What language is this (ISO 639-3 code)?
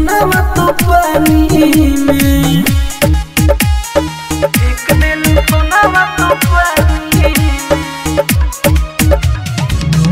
bho